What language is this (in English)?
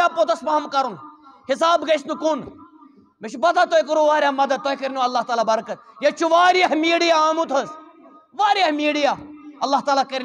Kashmiri